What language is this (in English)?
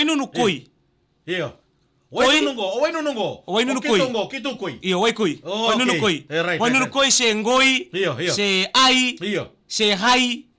Fijian